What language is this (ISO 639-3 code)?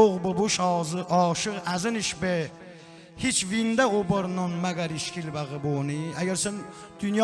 tly